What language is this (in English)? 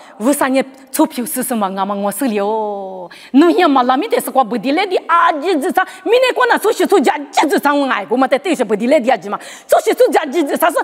Lisu